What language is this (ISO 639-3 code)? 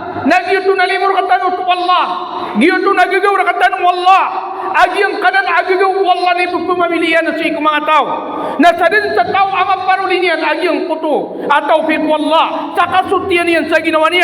mrw